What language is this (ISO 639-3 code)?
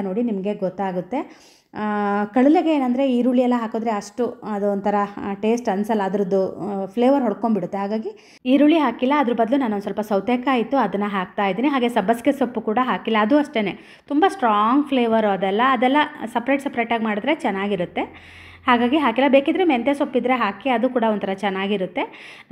kan